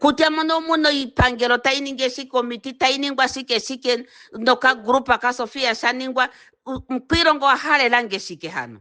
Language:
Ndonga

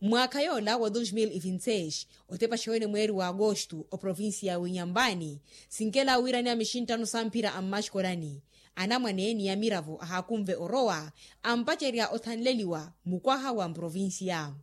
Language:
Makhuwa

